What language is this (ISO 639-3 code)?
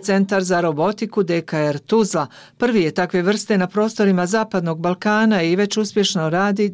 bos